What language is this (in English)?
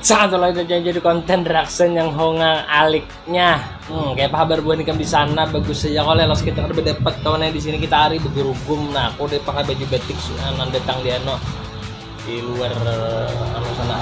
Banjar